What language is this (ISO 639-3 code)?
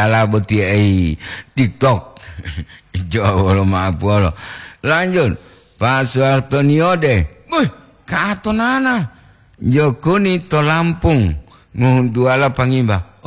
gor